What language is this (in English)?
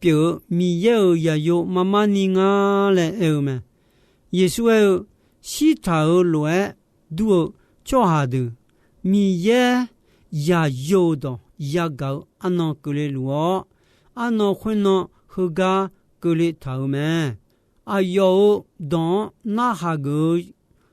Akha